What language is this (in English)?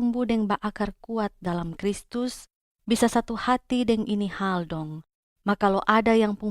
Kupang Malay